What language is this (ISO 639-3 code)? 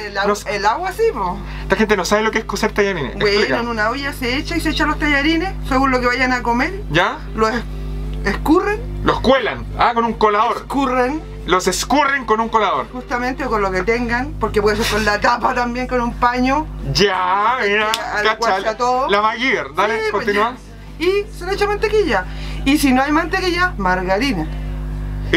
spa